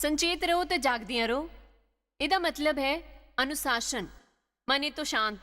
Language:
Dogri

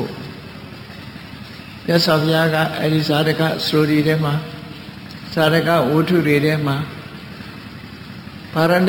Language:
Burmese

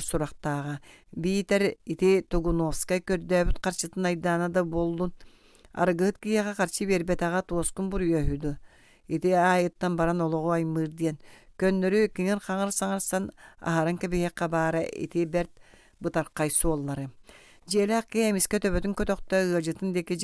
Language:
Yakut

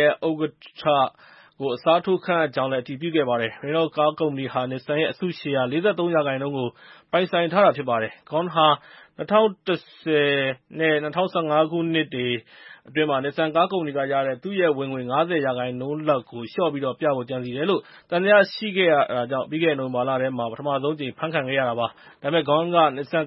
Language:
Burmese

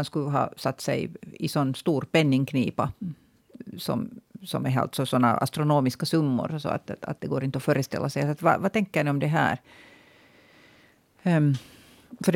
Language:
Swedish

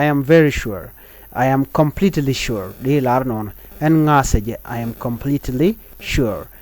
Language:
Nuer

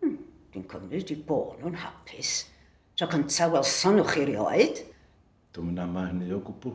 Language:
Welsh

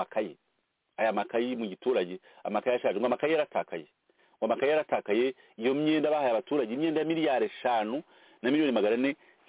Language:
Kinyarwanda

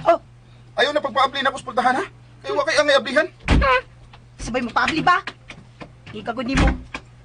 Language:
Cebuano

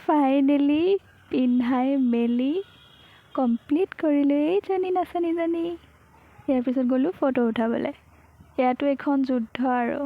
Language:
Assamese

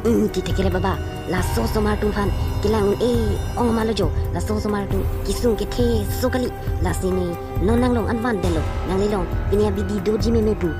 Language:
Karbi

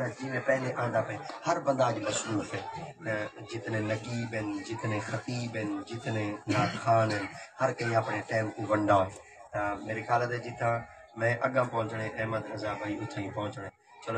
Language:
Saraiki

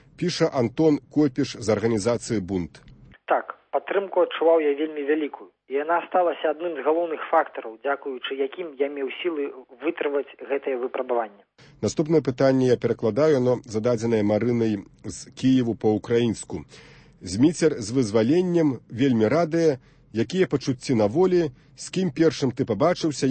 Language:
Belarusian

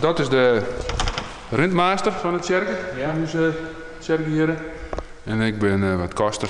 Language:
Western Frisian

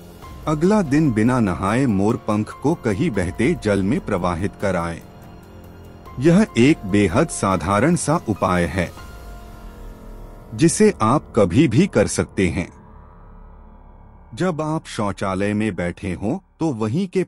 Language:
Hindi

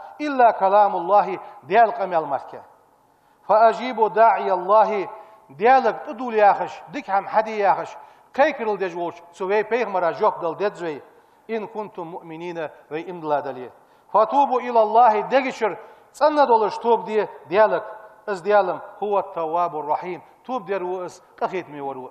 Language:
Ingush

